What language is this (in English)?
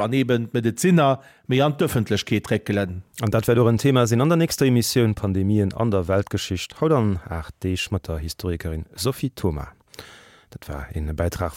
Luxembourgish